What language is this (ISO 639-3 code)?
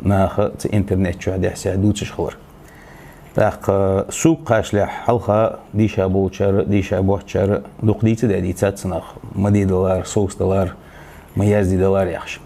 inh